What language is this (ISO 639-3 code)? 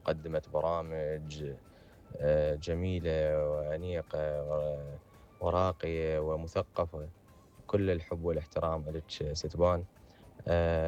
acm